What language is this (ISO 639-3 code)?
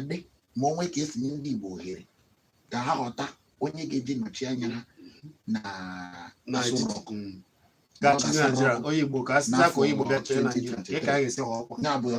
ibo